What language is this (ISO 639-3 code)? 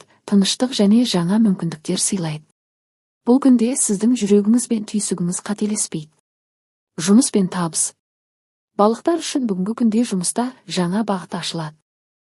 kaz